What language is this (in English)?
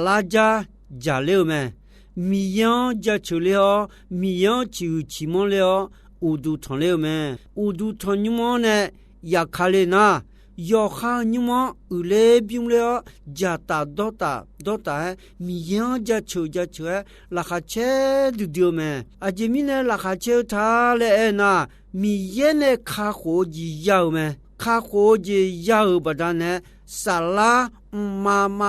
Akha